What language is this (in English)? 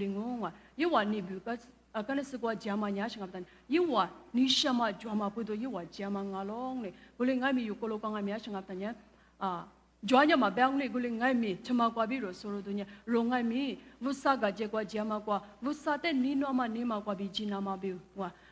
Lisu